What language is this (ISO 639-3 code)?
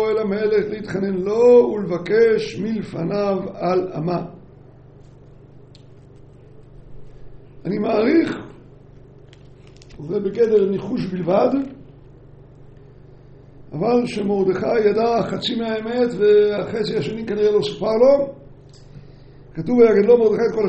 heb